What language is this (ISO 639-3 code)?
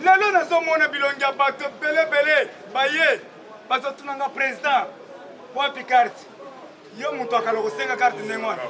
lin